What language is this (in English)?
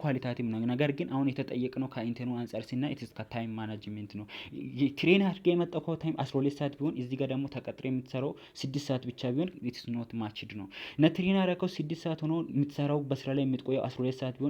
Amharic